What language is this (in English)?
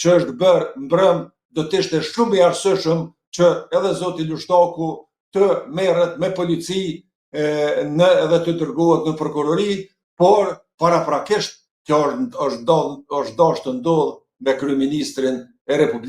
Albanian